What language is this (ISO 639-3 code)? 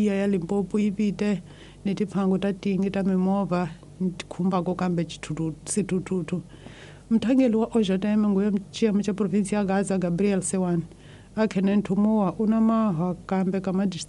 tso